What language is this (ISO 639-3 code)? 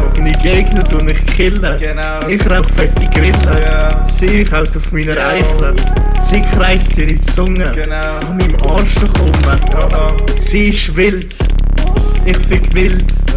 gsw